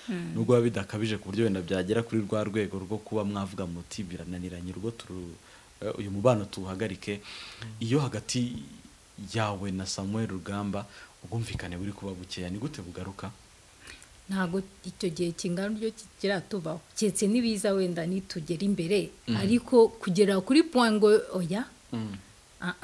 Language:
Kinyarwanda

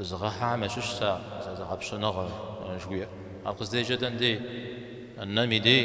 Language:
Kabardian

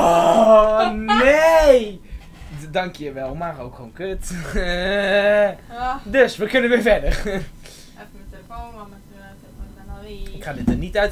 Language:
Dutch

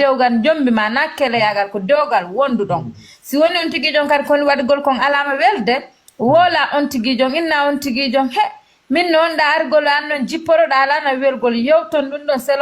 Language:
Fula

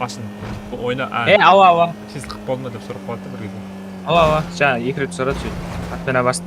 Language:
Kara-Kalpak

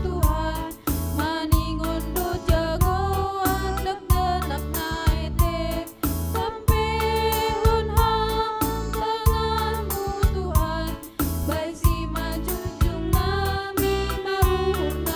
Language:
Batak Simalungun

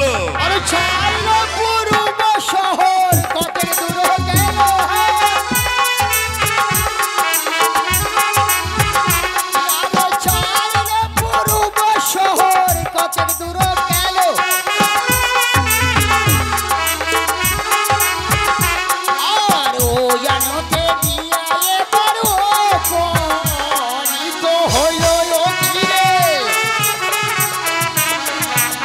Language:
Bangla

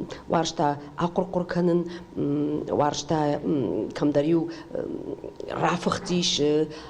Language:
Ossetic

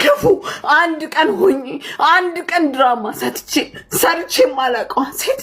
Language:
Amharic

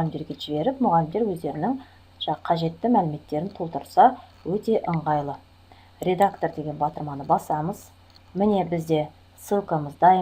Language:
Kazakh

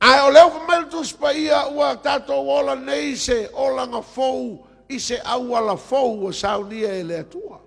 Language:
Samoan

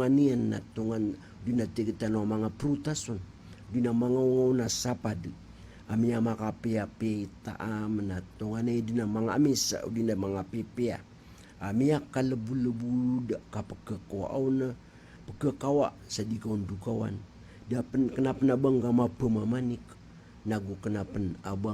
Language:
Maranao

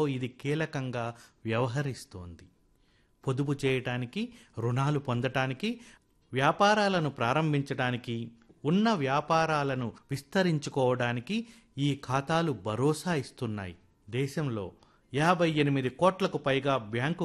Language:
Telugu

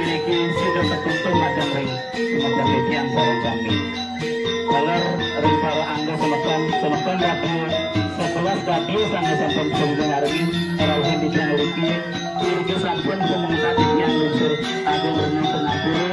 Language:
Balinese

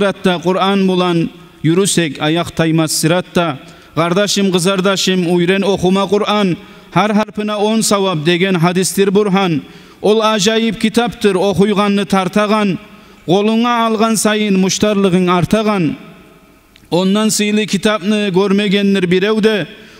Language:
Kumyk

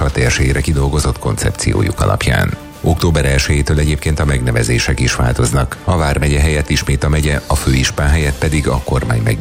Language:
Hungarian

